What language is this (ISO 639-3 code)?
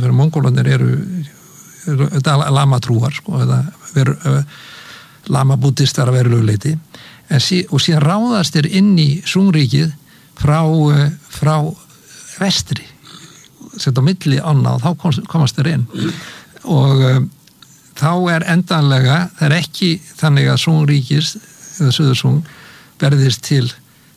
isl